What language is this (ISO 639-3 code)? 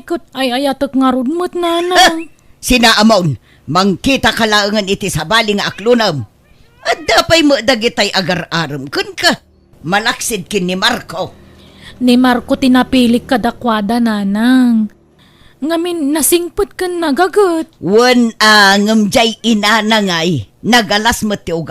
ilo